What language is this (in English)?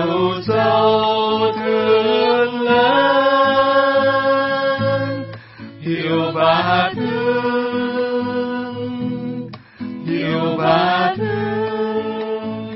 Vietnamese